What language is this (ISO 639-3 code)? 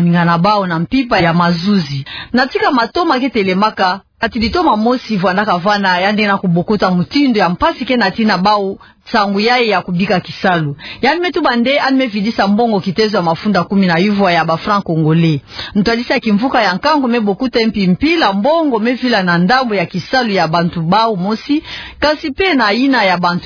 ktu